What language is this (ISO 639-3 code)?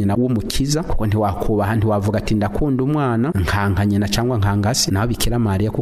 run